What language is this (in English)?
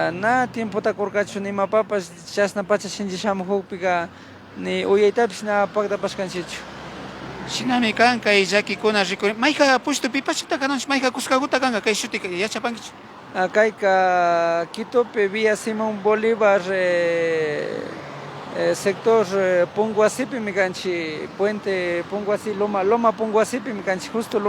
Imbabura Highland Quichua